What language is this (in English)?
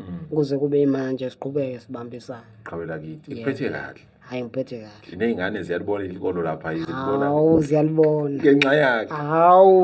Zulu